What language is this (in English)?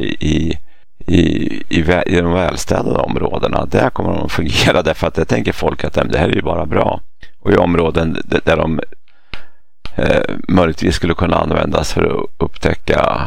Swedish